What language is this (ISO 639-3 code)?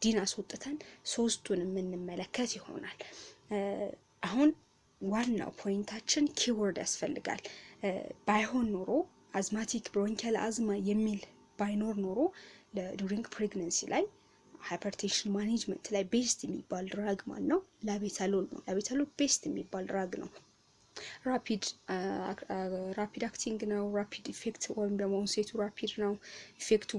amh